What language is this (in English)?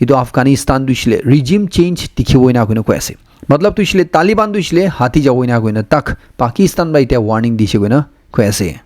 Naga Pidgin